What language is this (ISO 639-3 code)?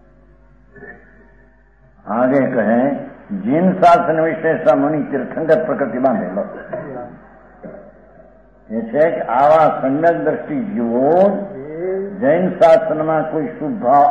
guj